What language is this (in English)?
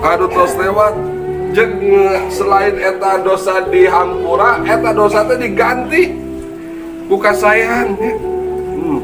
Sundanese